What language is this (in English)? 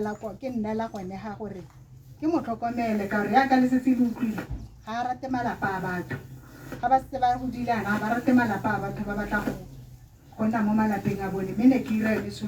Tswana